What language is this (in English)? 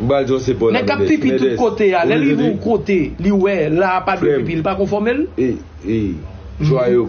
Haitian Creole